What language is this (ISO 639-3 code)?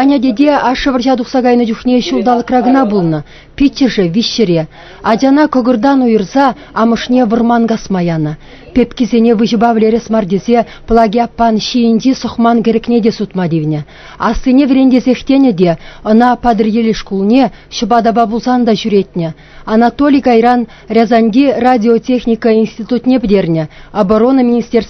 chv